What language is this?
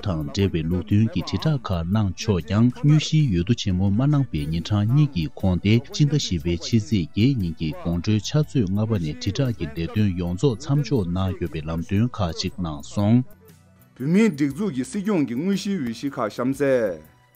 Tibetan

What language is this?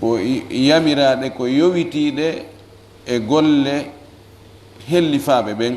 Fula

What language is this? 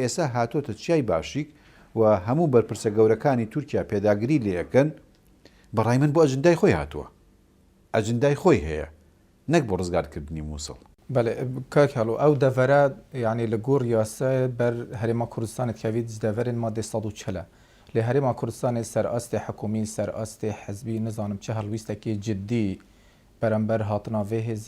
Central Kurdish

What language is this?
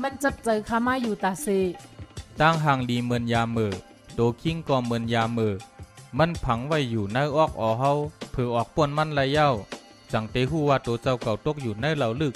Shan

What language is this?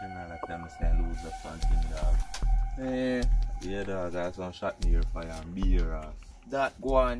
Jamaican Creole English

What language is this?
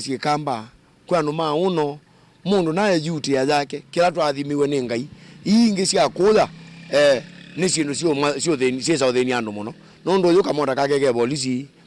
Kamba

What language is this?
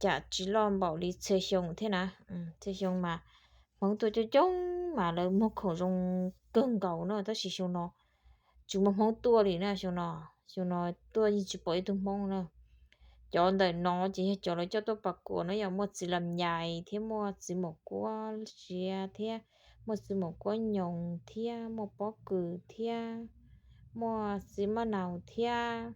Hmong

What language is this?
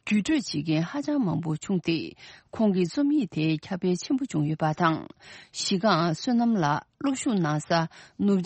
Tibetan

